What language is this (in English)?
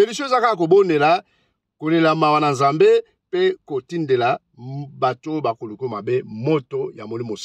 Lingala